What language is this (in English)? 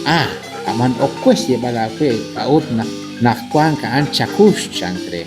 Kekchí